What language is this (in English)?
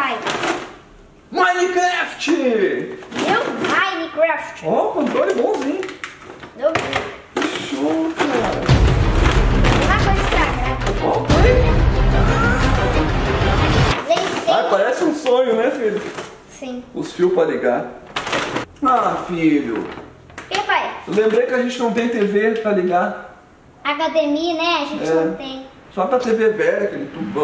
Portuguese